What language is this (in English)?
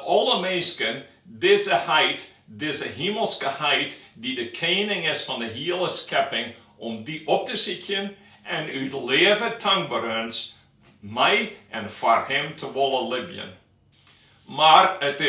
Western Frisian